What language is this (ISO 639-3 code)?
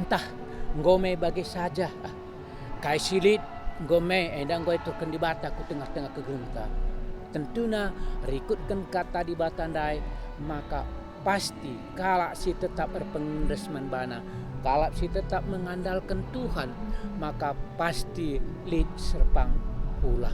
btx